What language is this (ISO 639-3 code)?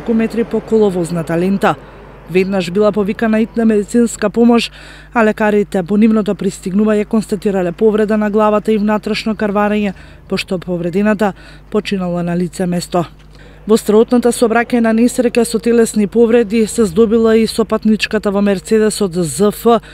mkd